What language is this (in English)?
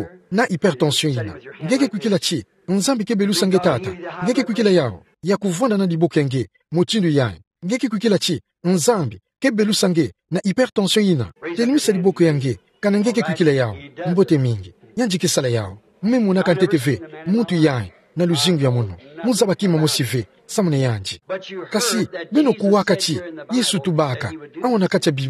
Kituba (Democratic Republic of Congo)